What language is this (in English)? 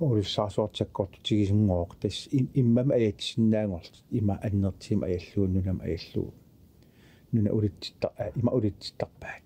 Kalaallisut